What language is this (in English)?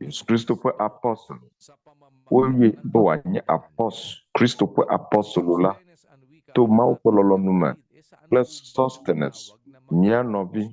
Ewe